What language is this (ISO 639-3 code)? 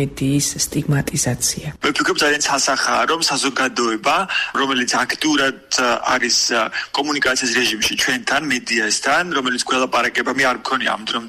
kat